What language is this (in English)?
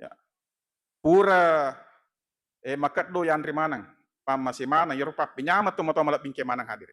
Buginese